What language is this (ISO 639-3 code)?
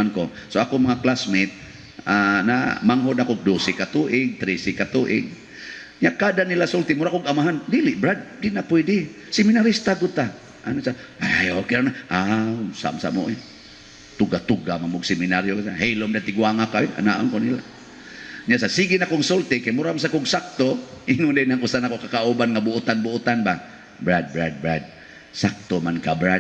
ceb